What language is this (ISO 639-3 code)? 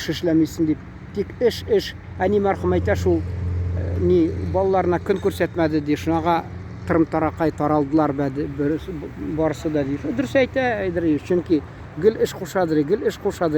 tat